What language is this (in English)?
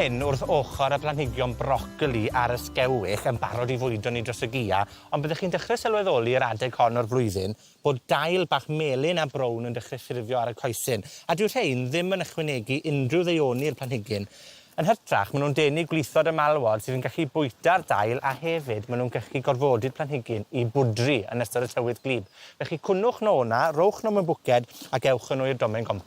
Welsh